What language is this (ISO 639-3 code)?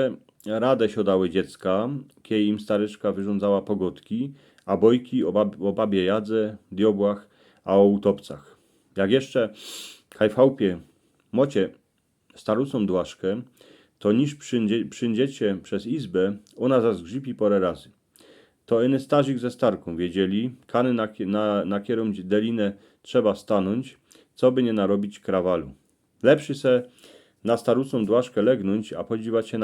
szl